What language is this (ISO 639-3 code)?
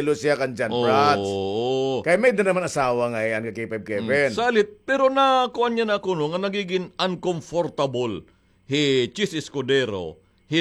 war